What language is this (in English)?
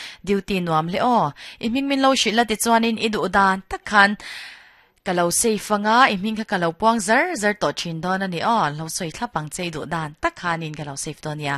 Mizo